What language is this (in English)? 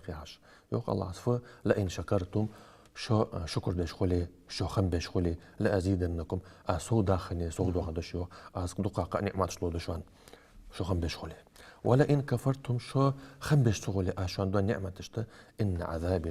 Ingush